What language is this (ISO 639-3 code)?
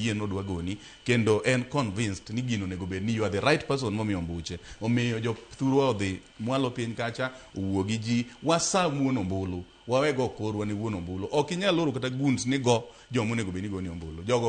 luo